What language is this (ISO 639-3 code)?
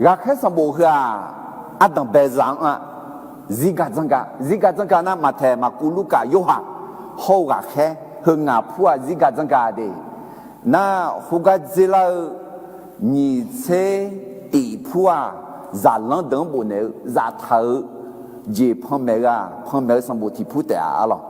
ahk